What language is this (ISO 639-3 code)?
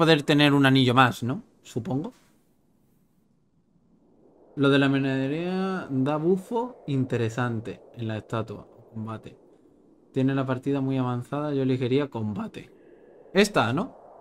spa